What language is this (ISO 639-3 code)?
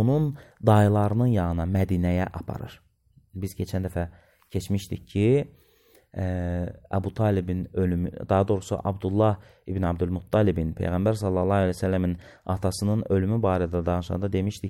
aze